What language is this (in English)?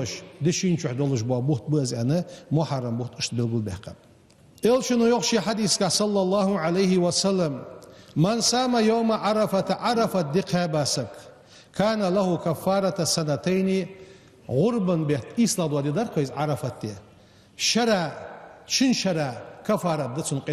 Ingush